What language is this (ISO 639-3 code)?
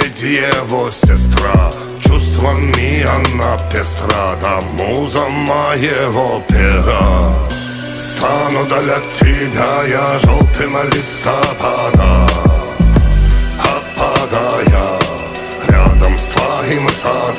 rus